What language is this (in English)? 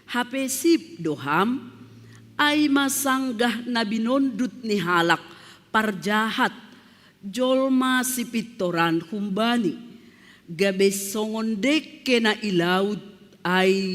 Batak Simalungun